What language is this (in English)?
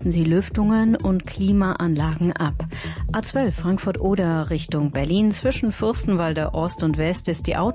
German